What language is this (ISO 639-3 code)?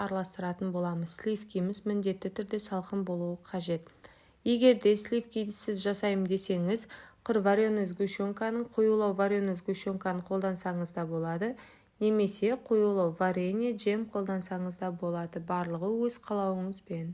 kaz